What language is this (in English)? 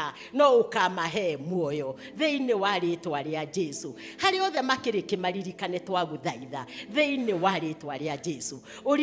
Kikuyu